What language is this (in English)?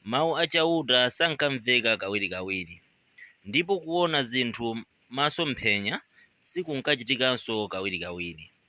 Nyanja